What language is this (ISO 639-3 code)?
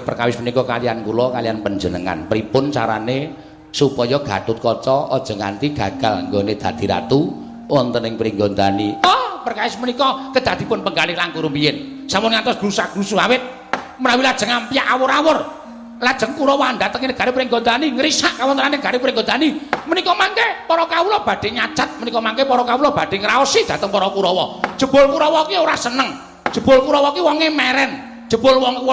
jav